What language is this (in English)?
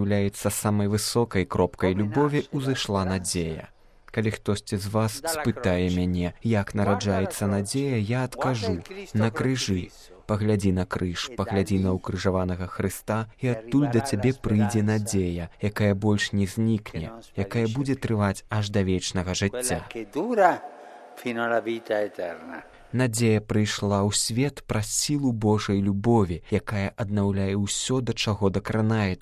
Belarusian